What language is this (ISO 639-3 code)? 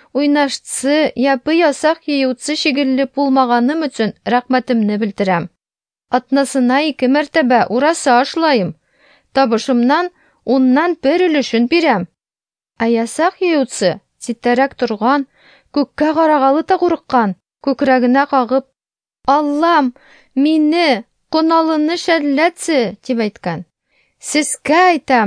tat